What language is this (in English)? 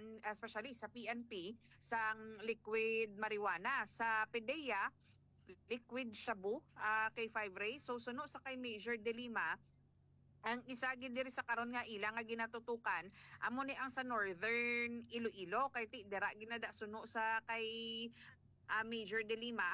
Hiligaynon